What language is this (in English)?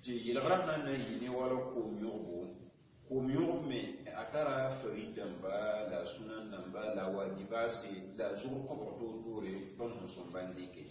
Mossi